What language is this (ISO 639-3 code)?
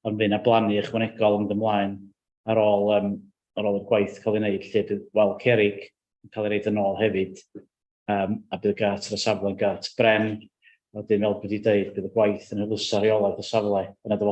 cym